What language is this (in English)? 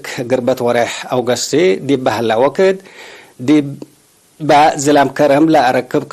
Tigre